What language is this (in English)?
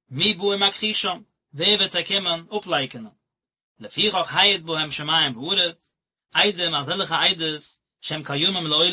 Yiddish